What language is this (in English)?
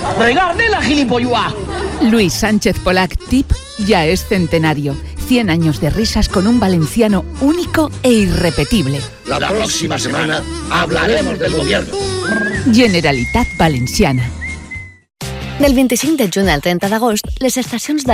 Catalan